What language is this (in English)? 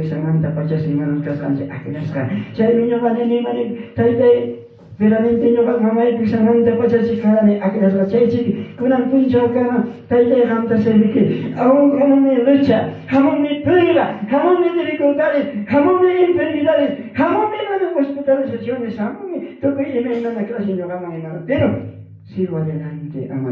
Ayacucho Quechua